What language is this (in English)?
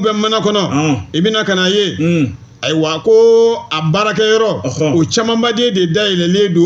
Bambara